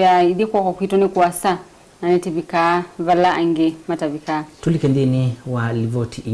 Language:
Kamba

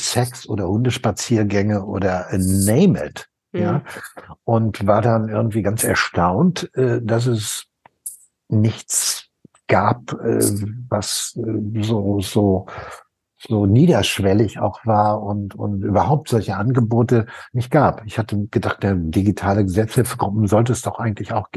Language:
German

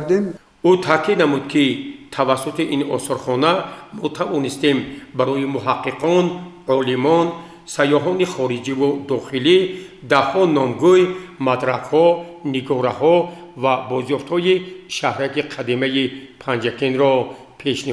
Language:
Tajik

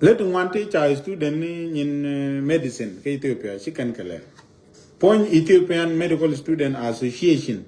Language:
Nuer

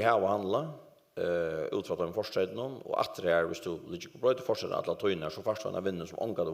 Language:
Faroese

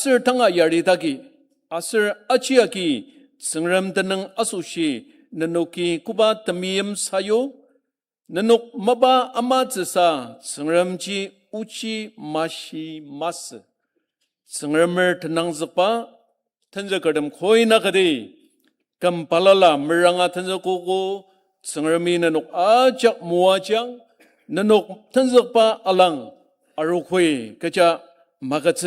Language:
Ao Naga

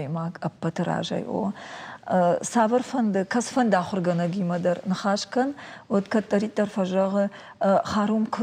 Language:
Ossetic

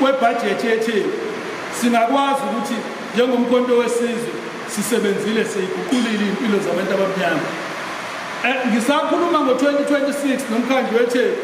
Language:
Zulu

